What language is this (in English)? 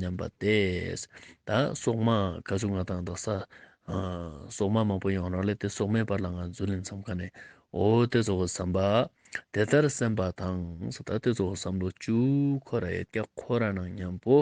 Ladakhi